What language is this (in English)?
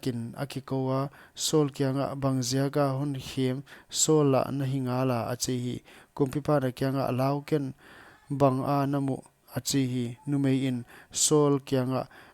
Paite Chin